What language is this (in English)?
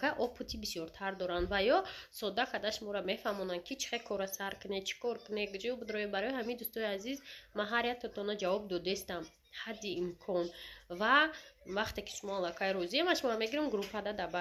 Tajik